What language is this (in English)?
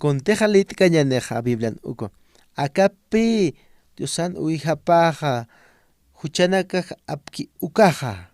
Aymara